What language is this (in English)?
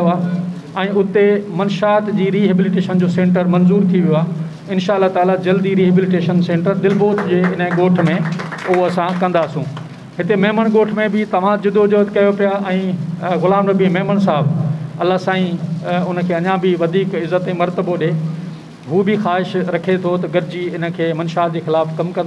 Sindhi